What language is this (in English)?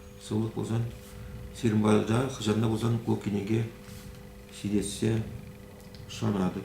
Chuvash